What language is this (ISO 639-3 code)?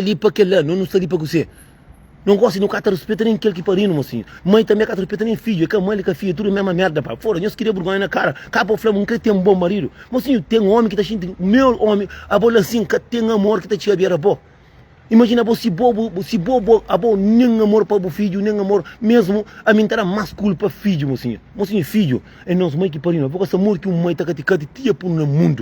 kea